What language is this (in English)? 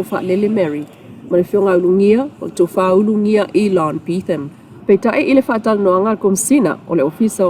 Samoan